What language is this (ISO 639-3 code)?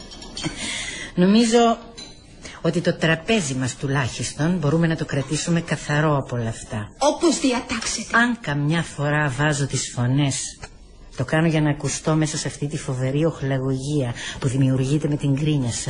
ell